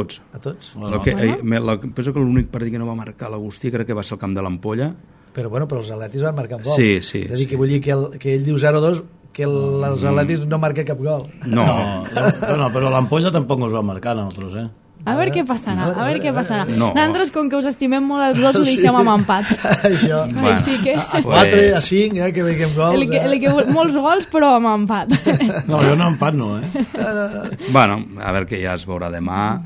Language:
Catalan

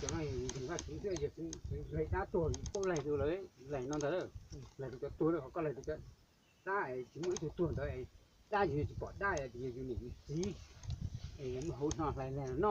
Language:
Hmong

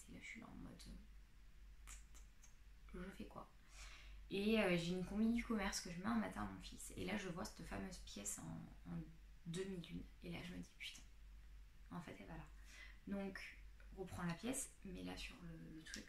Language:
French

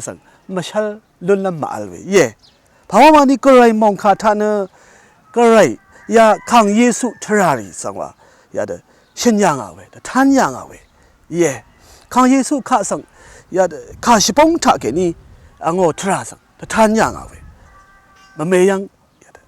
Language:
Rawang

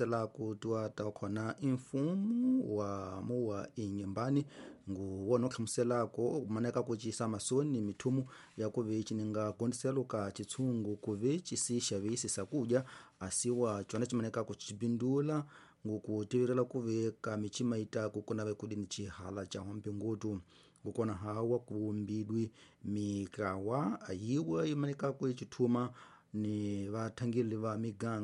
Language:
Tsonga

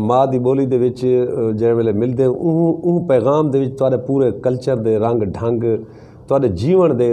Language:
Saraiki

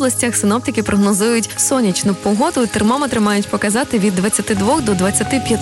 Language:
Ukrainian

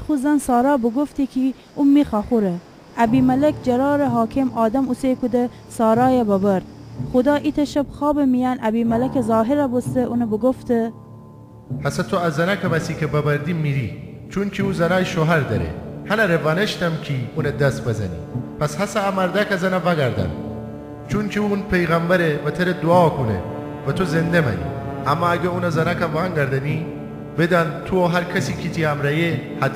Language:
Gilaki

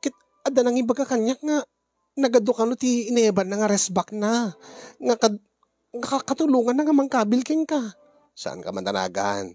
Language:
Iloko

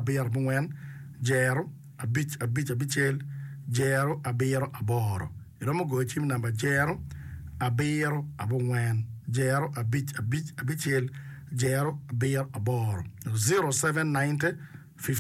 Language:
Acoli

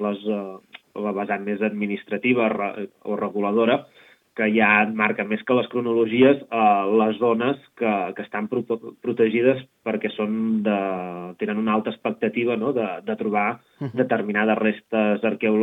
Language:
Catalan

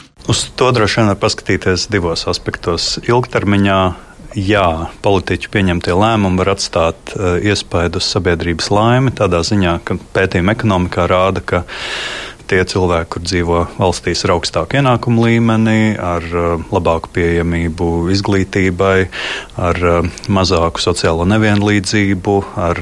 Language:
Latvian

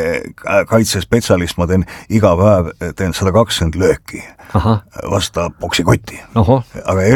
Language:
Estonian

